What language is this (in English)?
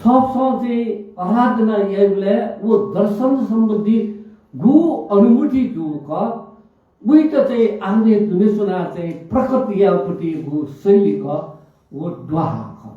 Newari